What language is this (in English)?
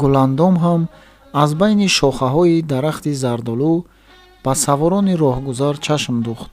Tajik